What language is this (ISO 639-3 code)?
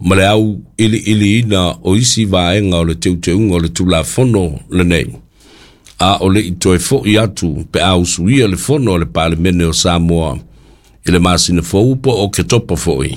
smo